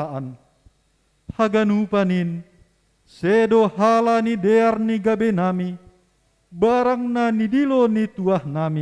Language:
Batak Simalungun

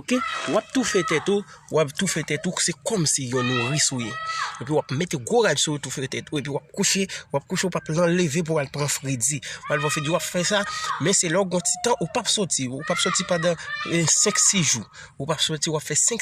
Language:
Haitian Creole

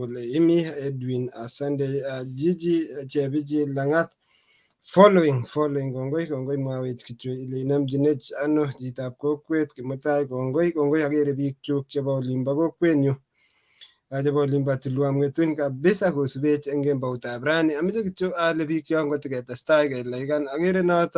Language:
Kalenjin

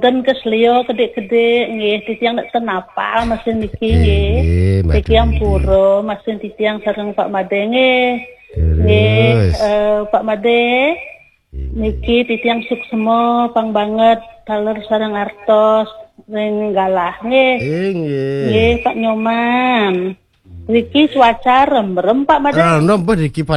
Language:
Balinese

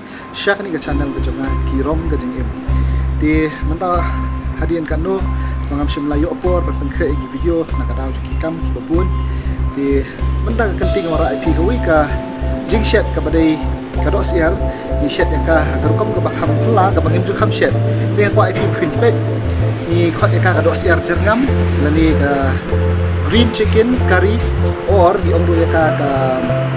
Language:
Khasi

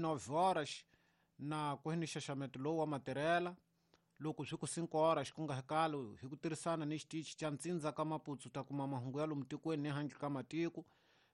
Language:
Tsonga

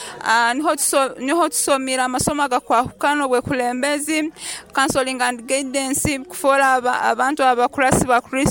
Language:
Nyoro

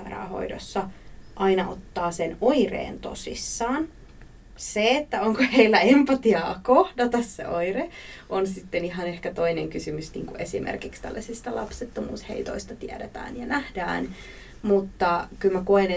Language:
Finnish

